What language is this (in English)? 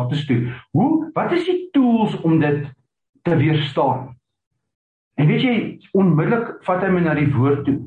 Afrikaans